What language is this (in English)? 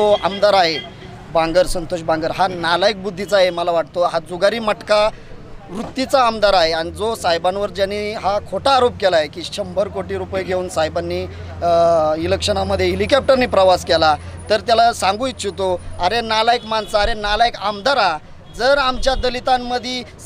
Marathi